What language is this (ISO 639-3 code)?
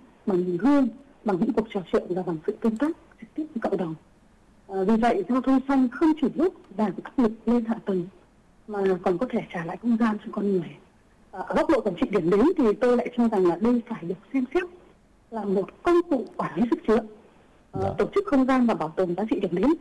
vie